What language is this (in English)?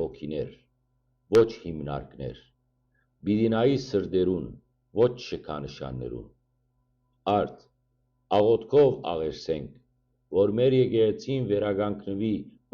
Western Armenian